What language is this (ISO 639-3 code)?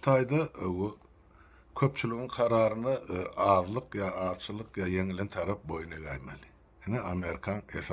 tuk